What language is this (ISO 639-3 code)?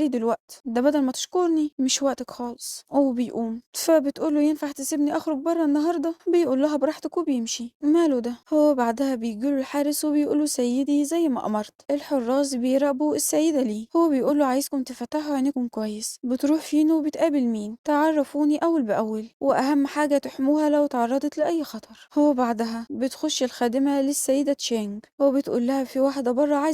arz